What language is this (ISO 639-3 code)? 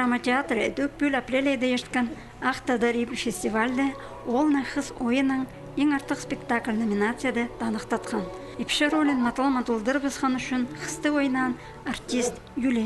kjh